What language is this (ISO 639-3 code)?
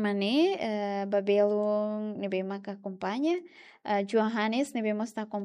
tet